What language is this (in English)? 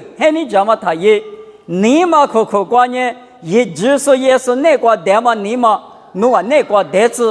Lisu